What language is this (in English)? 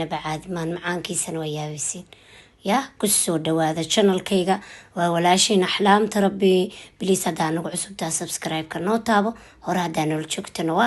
Somali